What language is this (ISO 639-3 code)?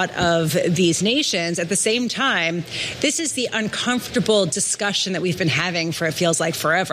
eng